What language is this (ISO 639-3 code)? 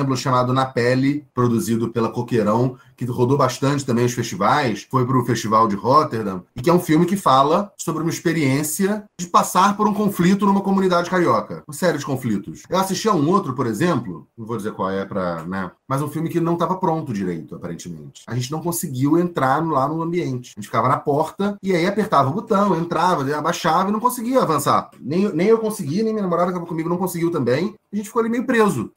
por